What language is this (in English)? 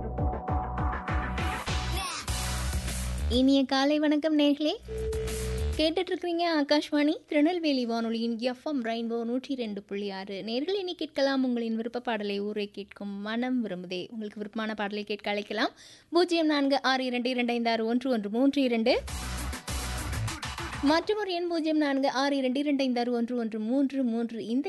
Tamil